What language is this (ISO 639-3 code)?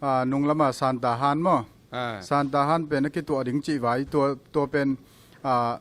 ctd